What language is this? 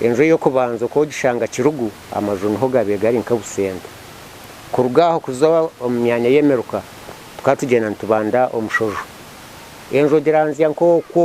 Nyankole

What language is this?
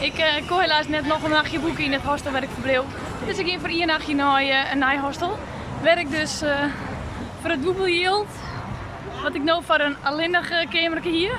Western Frisian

